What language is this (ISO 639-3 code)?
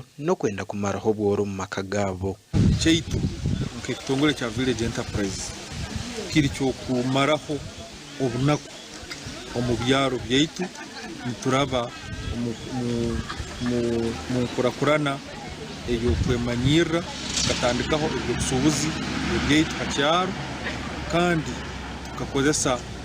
nyn